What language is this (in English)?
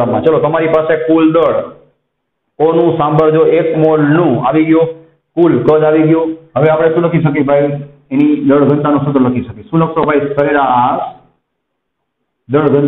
Gujarati